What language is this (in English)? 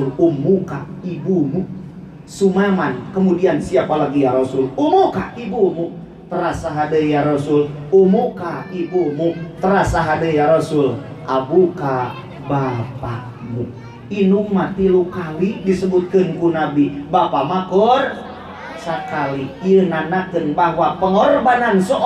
Sundanese